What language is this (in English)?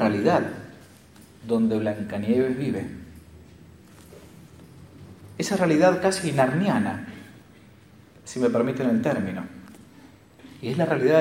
Spanish